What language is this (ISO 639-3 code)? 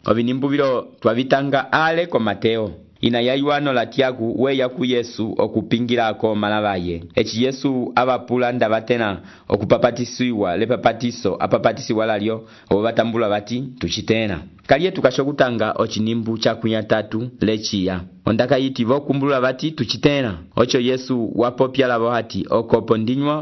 umb